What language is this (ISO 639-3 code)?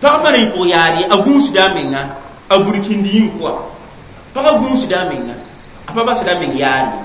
mos